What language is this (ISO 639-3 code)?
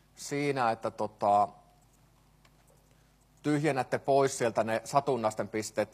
fin